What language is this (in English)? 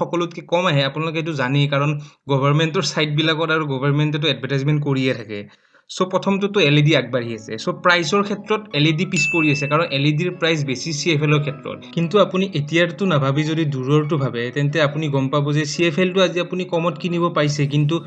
Assamese